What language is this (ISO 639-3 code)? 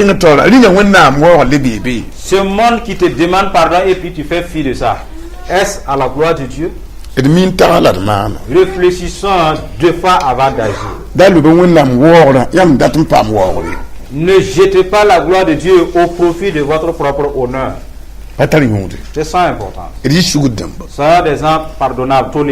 mos